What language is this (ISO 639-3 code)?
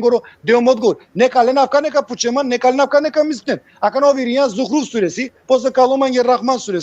rmn